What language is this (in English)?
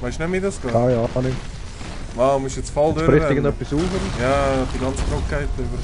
Swiss German